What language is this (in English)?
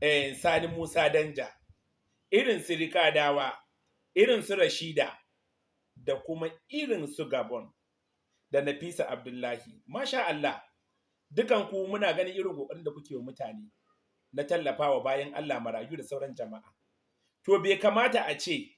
Hausa